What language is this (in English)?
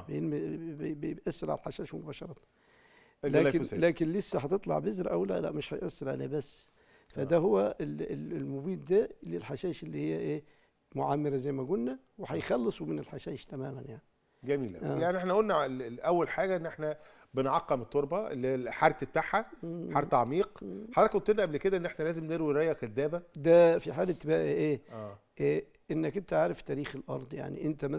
Egyptian Arabic